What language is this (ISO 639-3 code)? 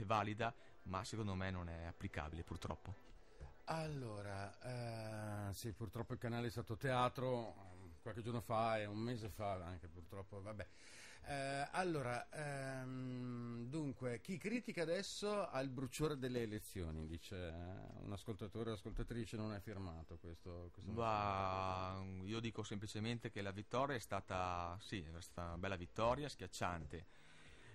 ita